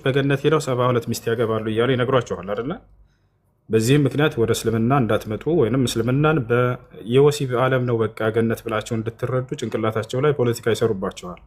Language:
Amharic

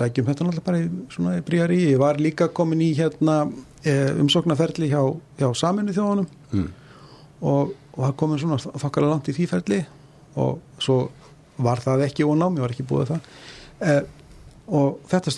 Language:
Icelandic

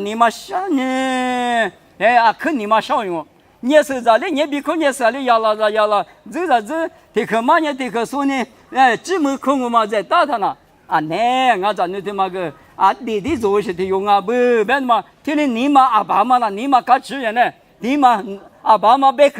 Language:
Lisu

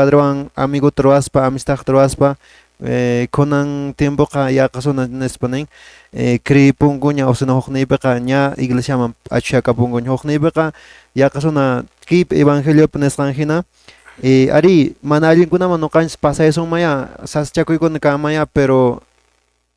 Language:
Quechua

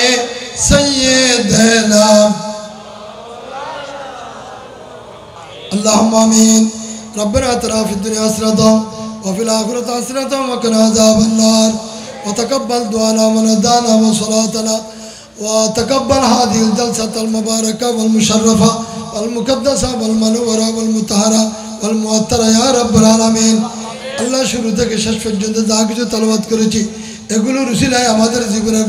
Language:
Bangla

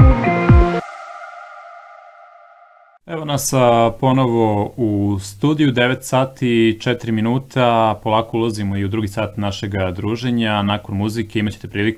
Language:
Serbian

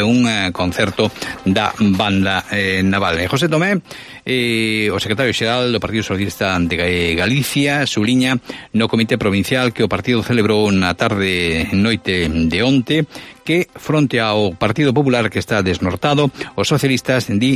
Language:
Galician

